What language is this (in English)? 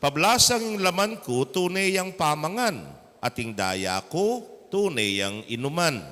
Pampanga